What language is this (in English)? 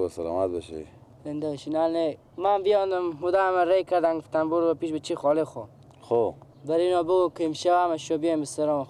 Persian